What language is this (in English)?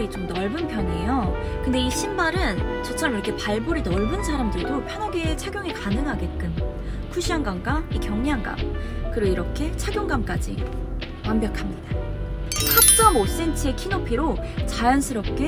Korean